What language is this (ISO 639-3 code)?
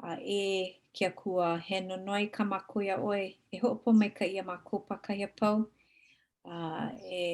haw